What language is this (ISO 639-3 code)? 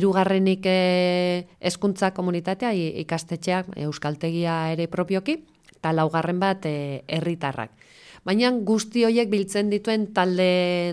eus